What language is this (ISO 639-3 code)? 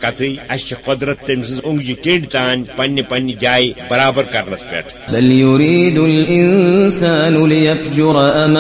kas